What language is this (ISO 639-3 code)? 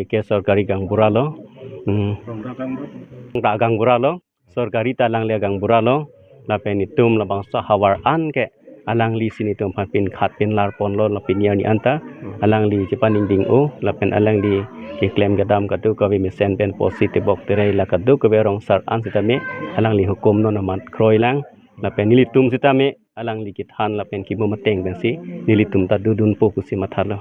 mjw